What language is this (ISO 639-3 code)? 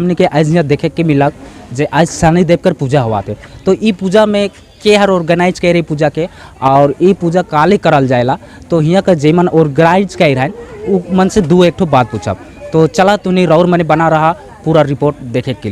sck